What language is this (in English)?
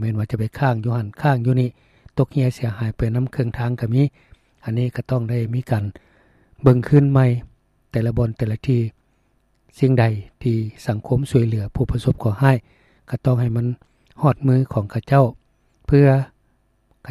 Lao